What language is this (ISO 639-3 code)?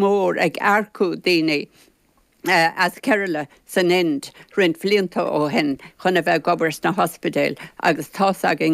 gle